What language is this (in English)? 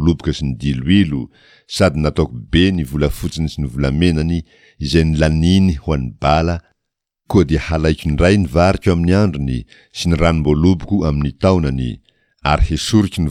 Malagasy